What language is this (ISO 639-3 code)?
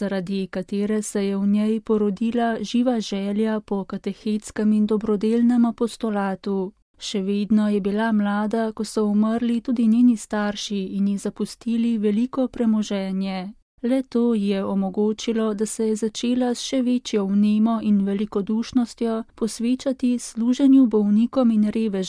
slv